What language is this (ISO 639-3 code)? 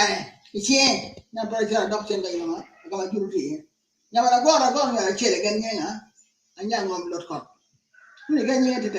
ach